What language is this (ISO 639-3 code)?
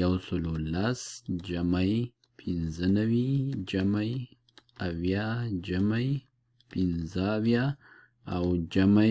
pus